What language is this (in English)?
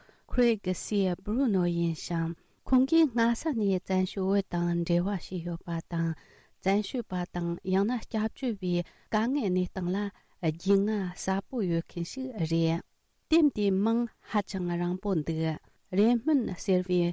Tibetan